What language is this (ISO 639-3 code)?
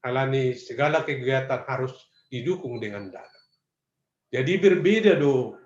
bts